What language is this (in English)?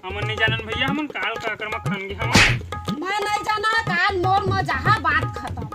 Chhattisgarhi